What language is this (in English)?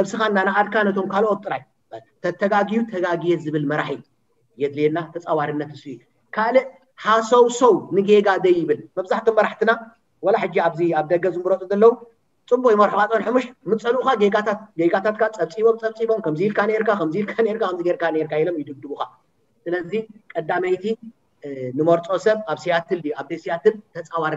Tigrinya